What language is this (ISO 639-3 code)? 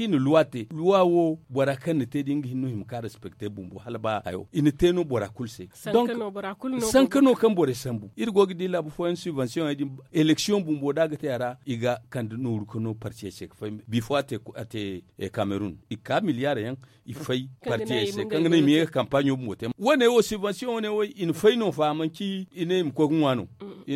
dje